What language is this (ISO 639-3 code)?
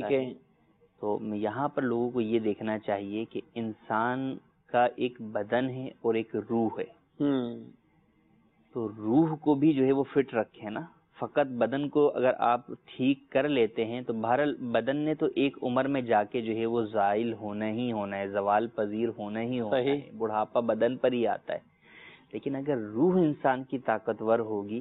urd